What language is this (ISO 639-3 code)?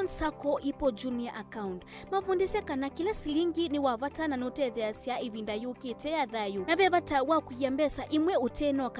kam